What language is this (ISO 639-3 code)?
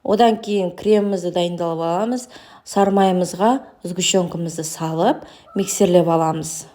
kaz